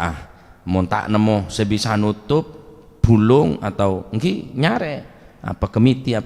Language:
Madurese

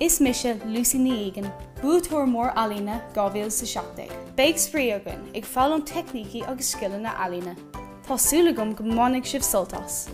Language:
Irish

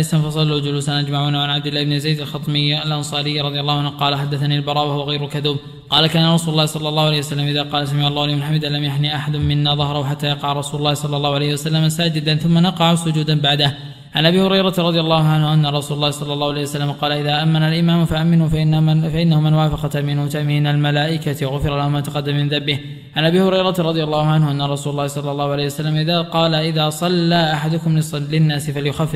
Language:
Arabic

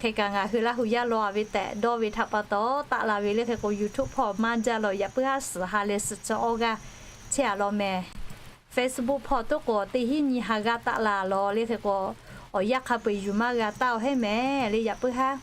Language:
Lahu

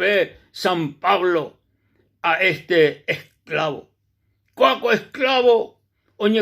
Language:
Guarani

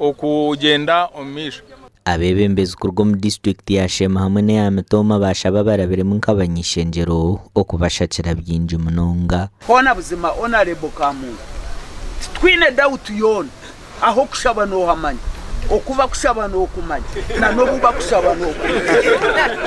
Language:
Nyankole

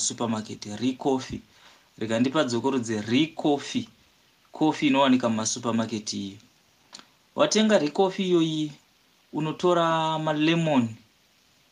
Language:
Shona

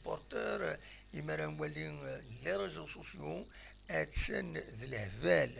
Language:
Kabyle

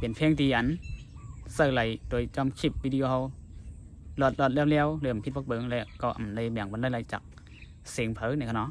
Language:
Shan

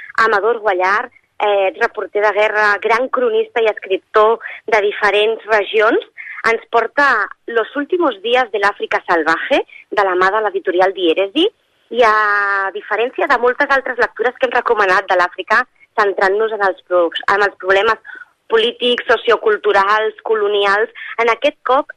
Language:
Catalan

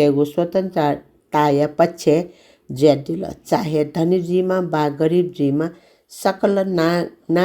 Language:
Newari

